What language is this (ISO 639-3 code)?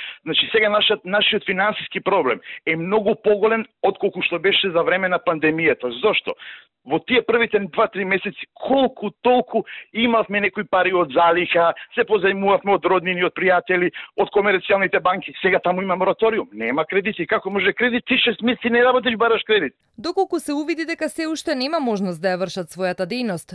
mkd